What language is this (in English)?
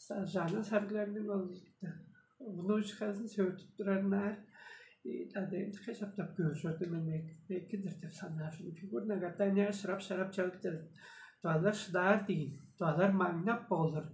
Tuvinian